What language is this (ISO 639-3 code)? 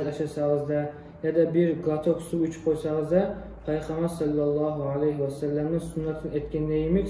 kum